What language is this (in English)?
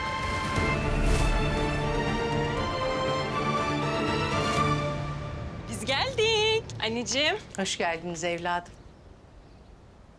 Turkish